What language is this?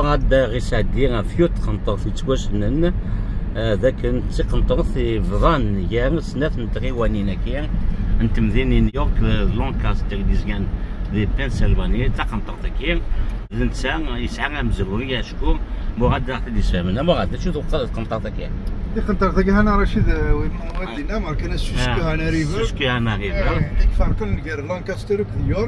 Kabyle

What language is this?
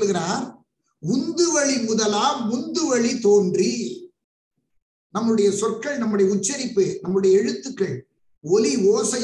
Tamil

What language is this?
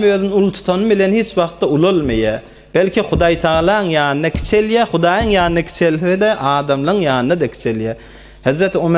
Turkmen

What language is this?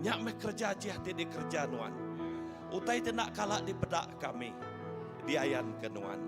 Iban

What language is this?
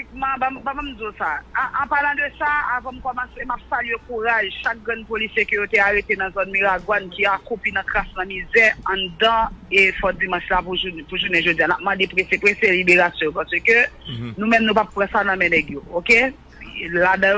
Haitian Creole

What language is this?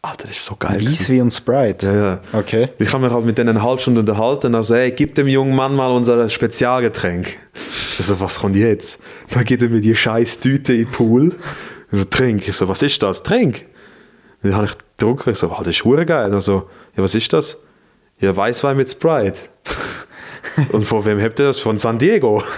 Swiss German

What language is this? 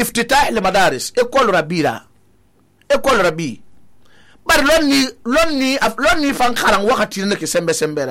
Susu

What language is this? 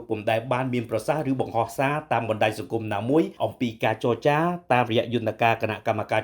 Khmer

